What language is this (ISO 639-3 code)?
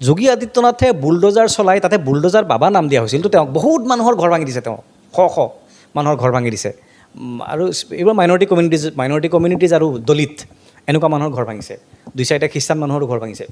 asm